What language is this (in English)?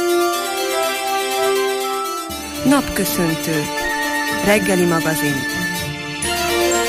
Hungarian